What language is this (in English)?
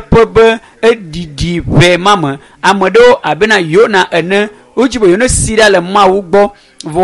Ewe